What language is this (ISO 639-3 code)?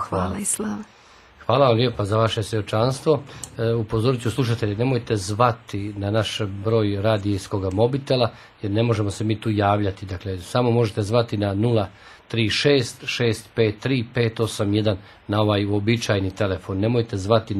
hrv